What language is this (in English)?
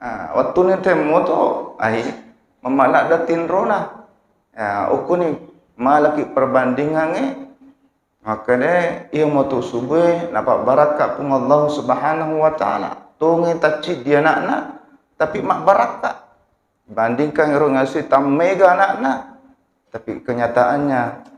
Buginese